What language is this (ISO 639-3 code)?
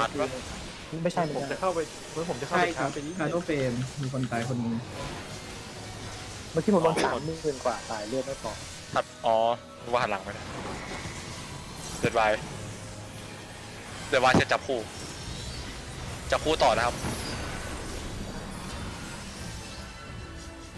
tha